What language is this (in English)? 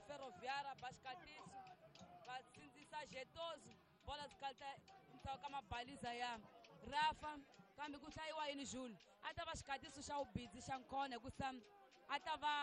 Tsonga